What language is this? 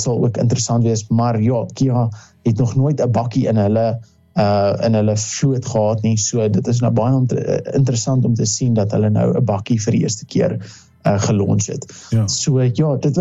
Afrikaans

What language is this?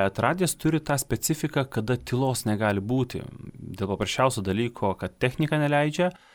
Lithuanian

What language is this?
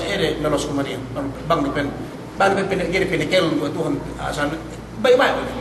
Yakan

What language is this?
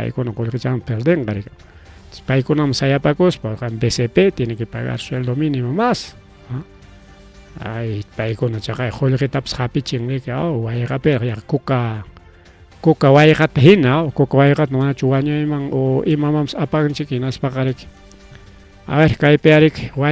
Ayacucho Quechua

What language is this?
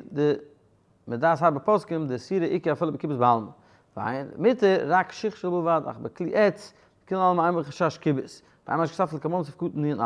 Yiddish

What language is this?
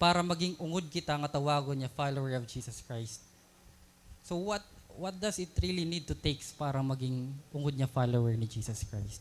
Waray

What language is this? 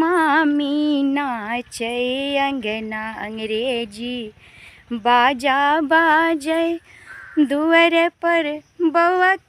Maithili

